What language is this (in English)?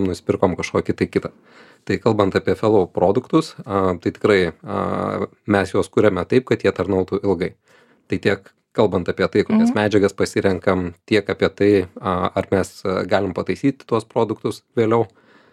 Lithuanian